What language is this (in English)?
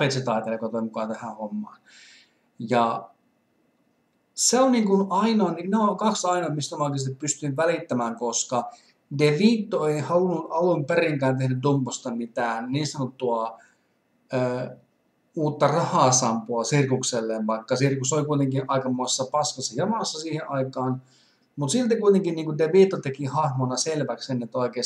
Finnish